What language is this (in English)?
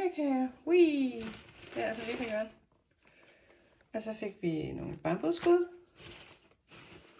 Danish